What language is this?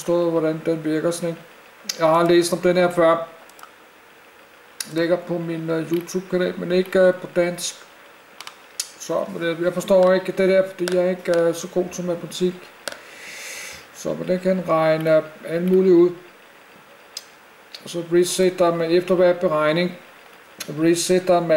Danish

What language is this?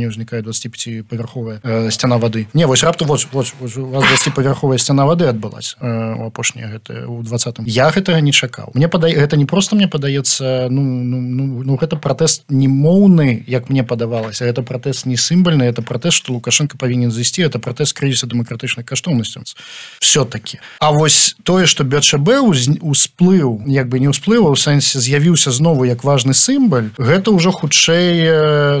Belarusian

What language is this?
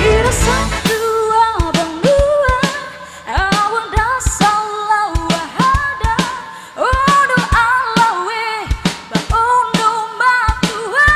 Nias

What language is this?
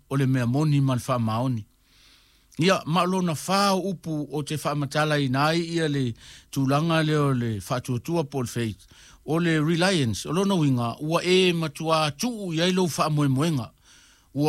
Samoan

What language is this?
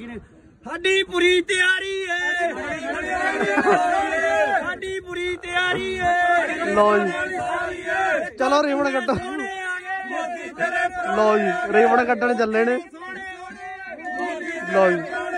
Punjabi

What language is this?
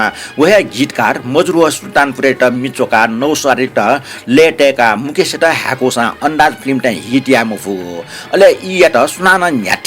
Newari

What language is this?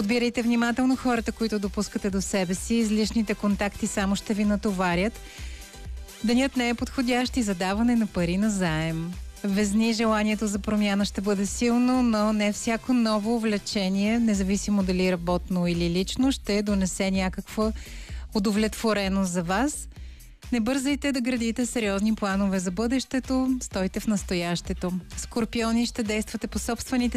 Bulgarian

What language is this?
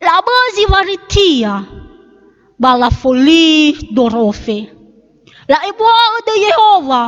Nias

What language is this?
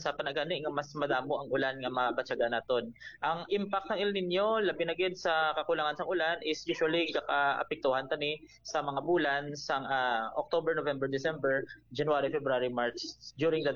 Hiligaynon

